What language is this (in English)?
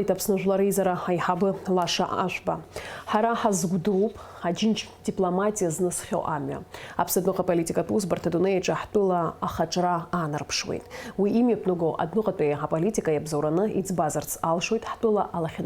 Abkhazian